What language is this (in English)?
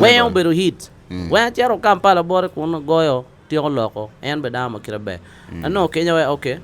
Acoli